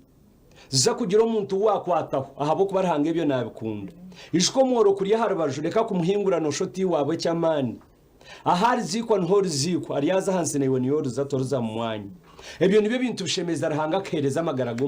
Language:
Nyankole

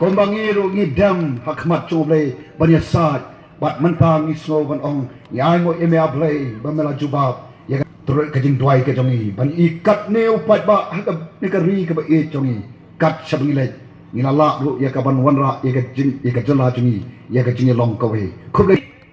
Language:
Khasi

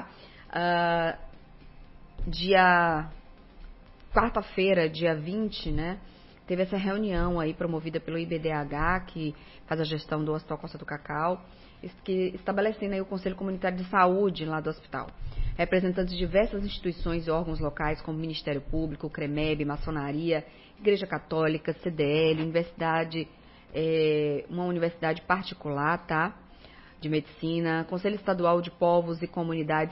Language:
Portuguese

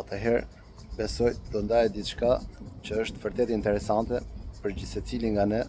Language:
Albanian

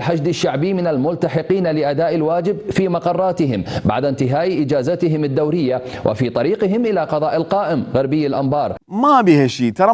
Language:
Mesopotamian Arabic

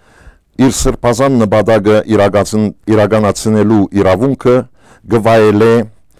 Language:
Western Armenian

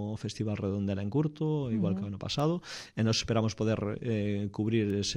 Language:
Galician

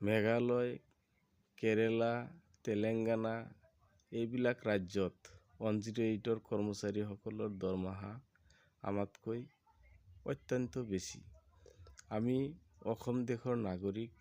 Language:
Assamese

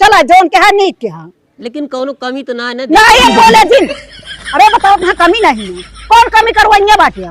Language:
Awadhi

